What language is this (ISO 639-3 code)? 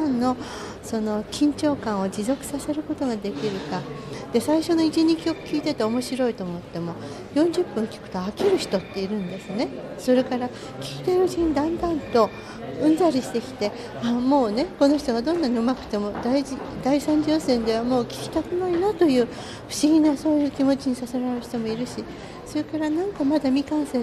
jpn